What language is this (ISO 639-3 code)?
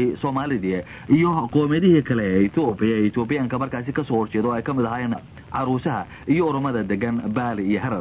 som